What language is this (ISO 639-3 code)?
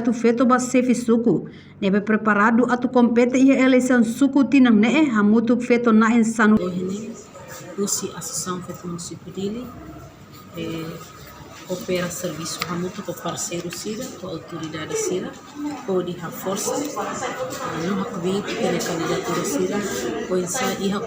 tet